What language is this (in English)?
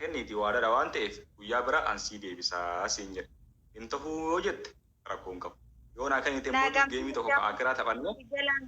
Oromo